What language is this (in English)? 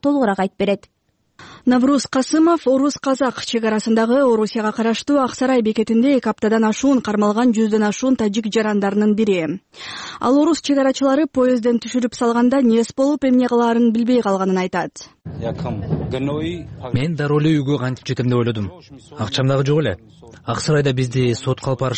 Kyrgyz